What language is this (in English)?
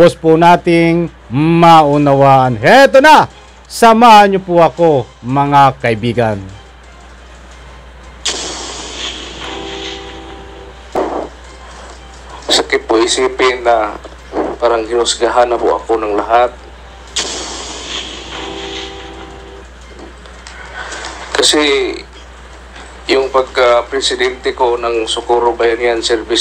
Filipino